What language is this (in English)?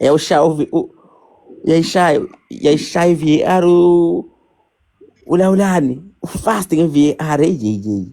Zulu